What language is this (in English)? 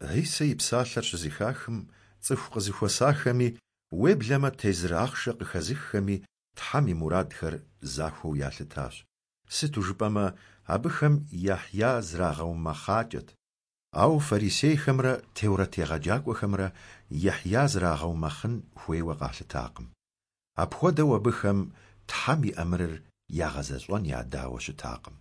Kabardian